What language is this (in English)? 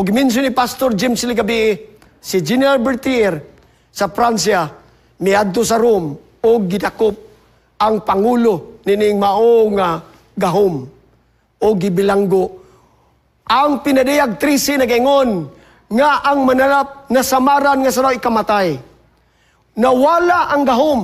Cebuano